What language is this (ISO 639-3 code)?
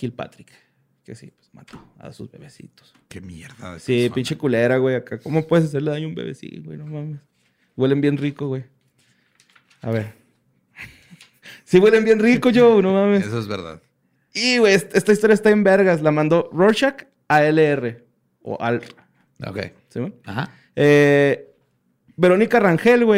spa